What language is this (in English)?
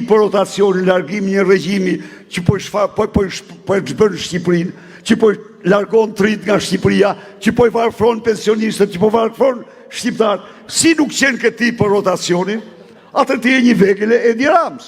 Albanian